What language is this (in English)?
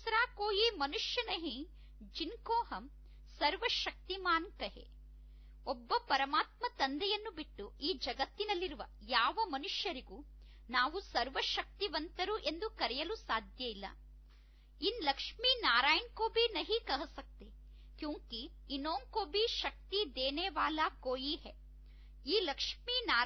Kannada